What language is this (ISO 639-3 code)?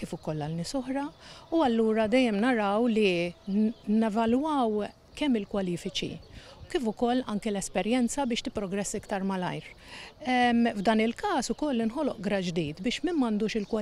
mlt